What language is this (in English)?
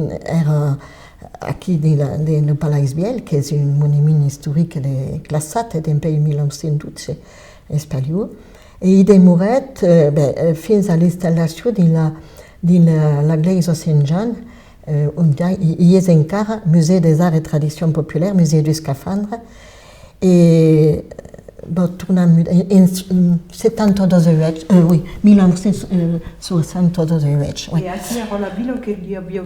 Occitan